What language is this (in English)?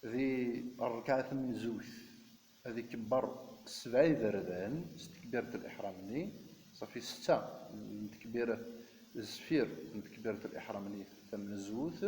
Kabyle